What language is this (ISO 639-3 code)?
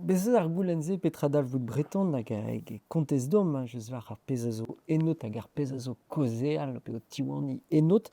bre